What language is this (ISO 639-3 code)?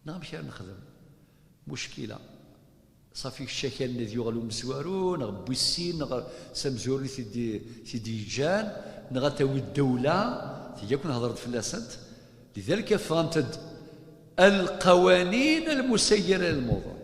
kab